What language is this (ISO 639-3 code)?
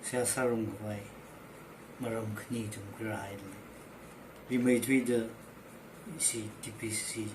nmf